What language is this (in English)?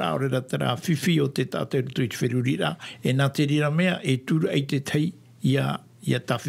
Tahitian